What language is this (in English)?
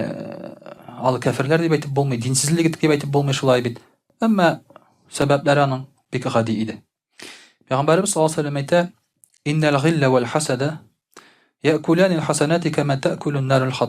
Tatar